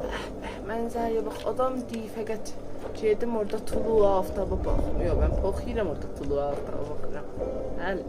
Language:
South Azerbaijani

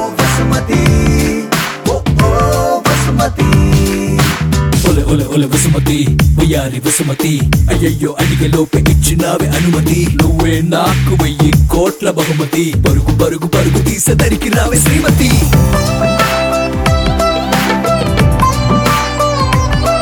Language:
Telugu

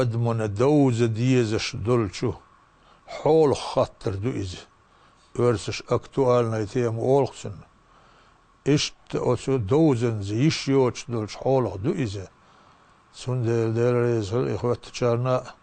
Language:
Chechen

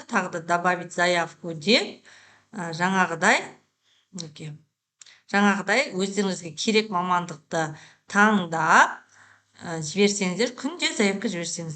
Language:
Kazakh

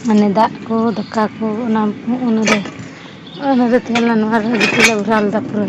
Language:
Santali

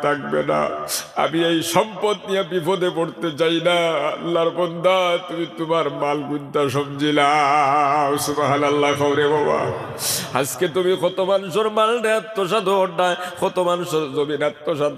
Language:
Sylheti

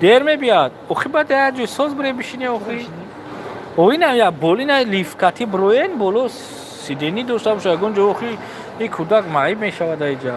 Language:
Tajik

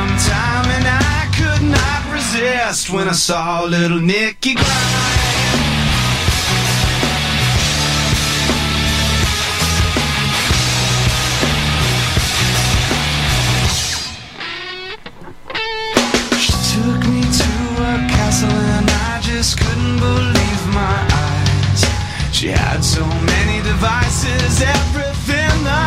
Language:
English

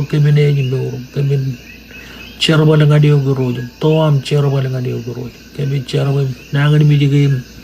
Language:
Marshallese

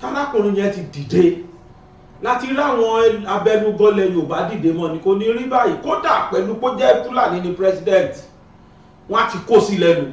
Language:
Yoruba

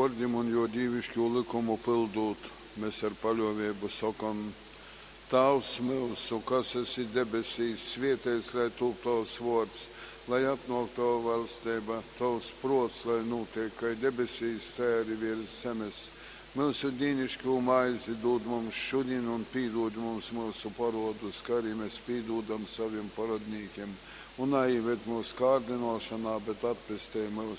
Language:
Latgalian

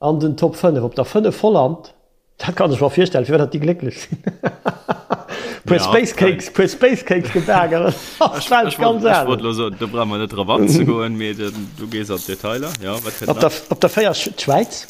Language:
Luxembourgish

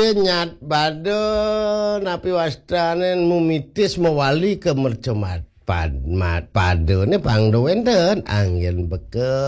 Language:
Balinese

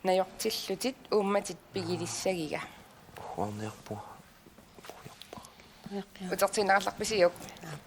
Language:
Kalaallisut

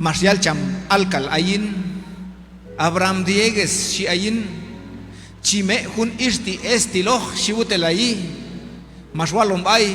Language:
Q'anjob'al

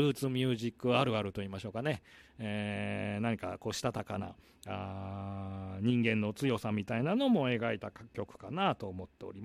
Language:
Japanese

